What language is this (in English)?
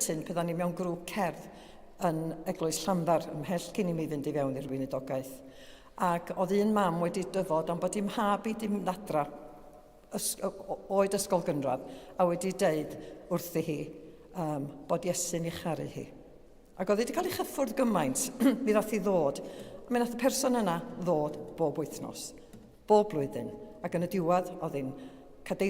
Welsh